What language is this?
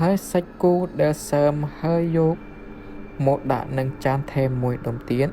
Khmer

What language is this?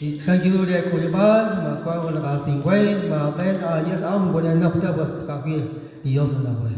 Kekchí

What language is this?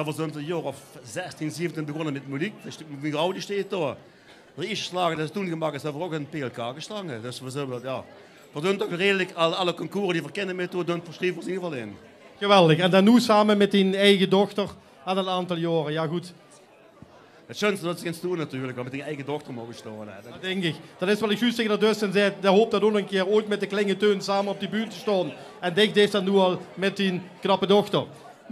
Limburgish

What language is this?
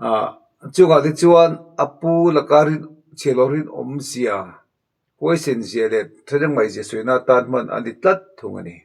Mizo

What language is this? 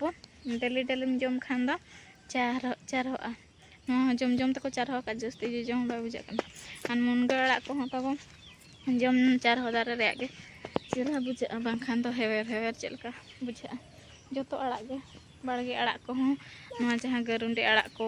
Santali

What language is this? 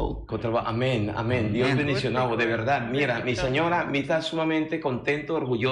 Papiamento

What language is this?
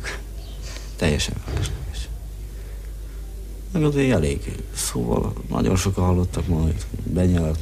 Hungarian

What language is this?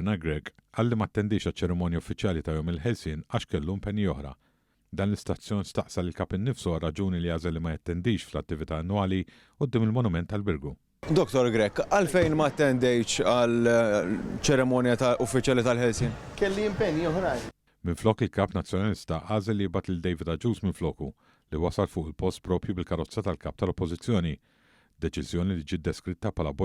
Maltese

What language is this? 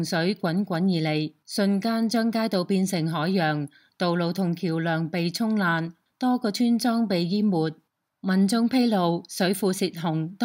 Cantonese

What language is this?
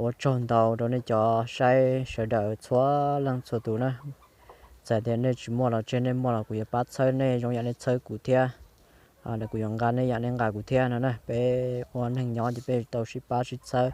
Hmong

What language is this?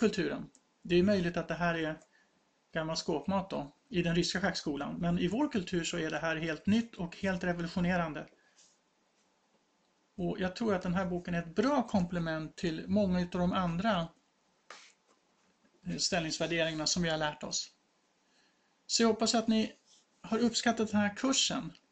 Swedish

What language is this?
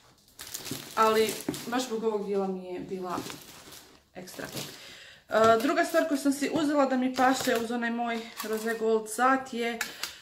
Croatian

